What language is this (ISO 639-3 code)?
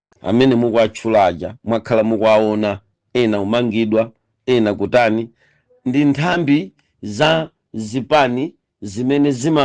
nya